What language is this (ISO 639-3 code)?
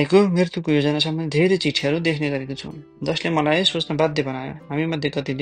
nep